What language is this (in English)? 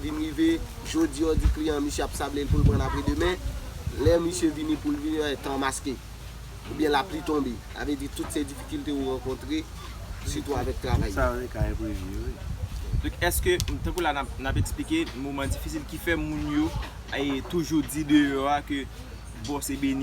Haitian Creole